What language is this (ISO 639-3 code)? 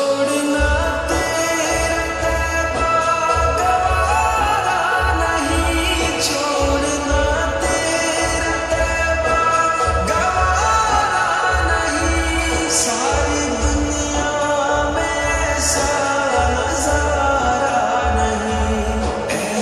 urd